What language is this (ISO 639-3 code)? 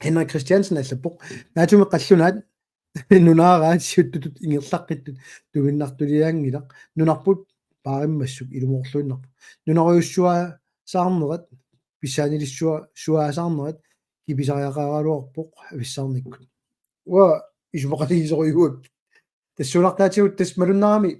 kal